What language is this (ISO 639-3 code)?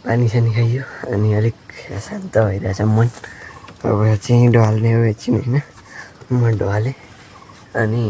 nep